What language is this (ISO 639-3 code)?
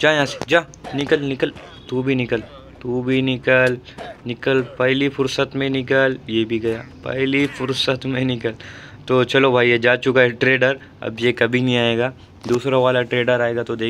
hin